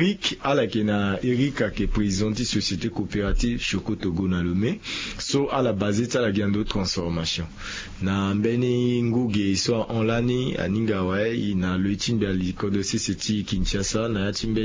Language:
Sango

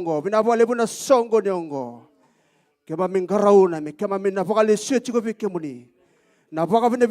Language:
Fijian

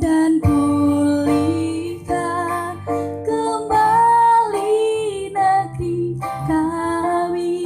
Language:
Batak Karo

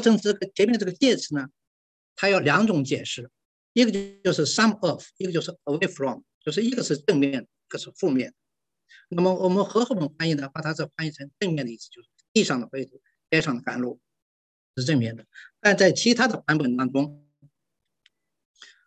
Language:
Chinese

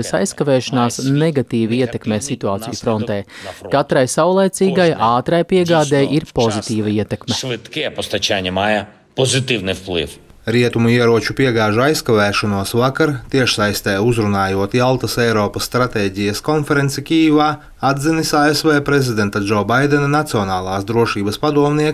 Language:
Latvian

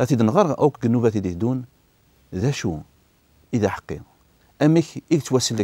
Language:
Kabyle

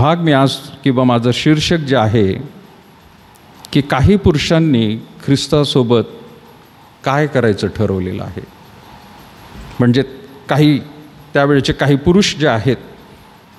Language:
Marathi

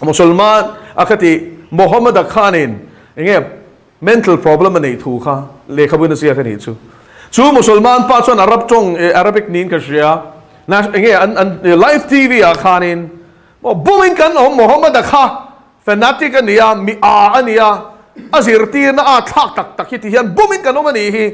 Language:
Mizo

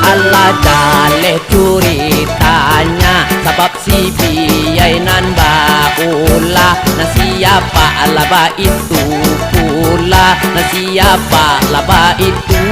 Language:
Minangkabau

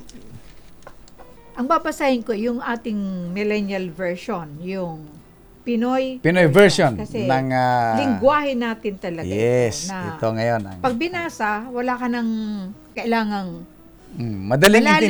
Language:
Filipino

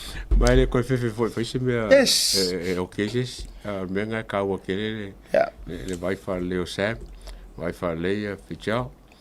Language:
Samoan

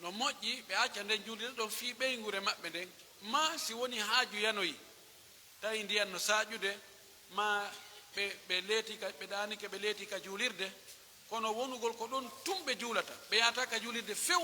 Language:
Pular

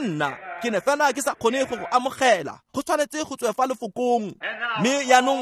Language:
Tswana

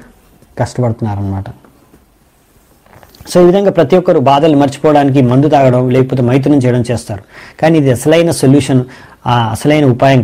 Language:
Telugu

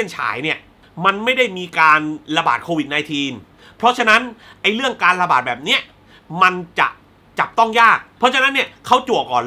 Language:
Thai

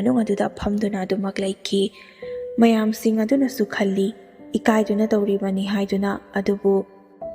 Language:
Manipuri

